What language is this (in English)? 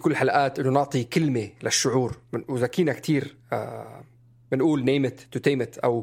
North Levantine Arabic